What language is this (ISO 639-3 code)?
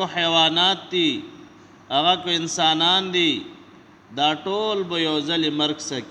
pus